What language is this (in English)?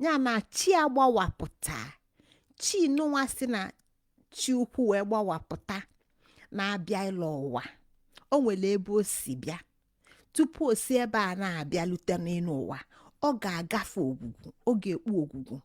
Igbo